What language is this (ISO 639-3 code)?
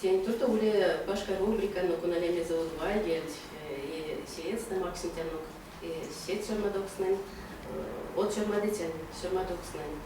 myv